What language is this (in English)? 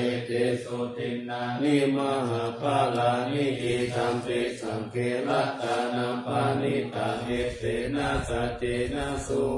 Pali